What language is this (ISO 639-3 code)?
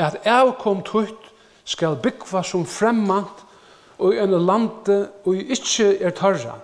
fao